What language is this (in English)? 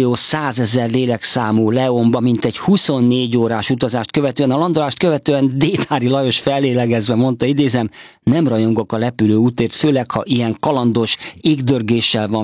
Hungarian